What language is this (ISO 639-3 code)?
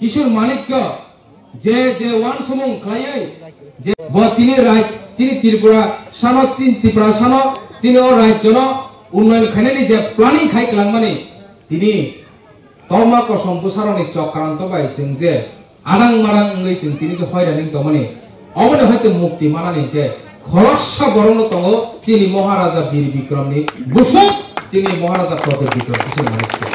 trp